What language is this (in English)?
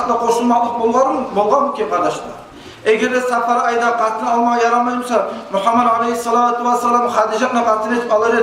Kumyk